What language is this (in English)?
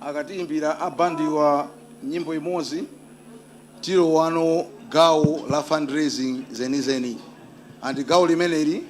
Nyanja